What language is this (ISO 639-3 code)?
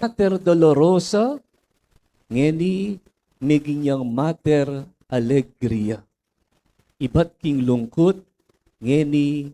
pam